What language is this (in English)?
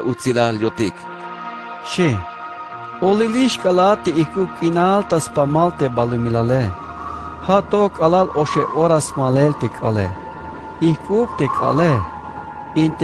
Tzeltal